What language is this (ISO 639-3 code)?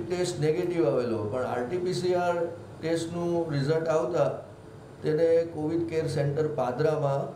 guj